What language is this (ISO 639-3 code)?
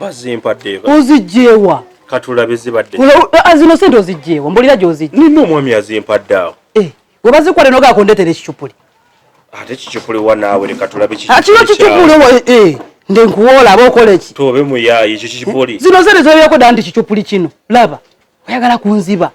lug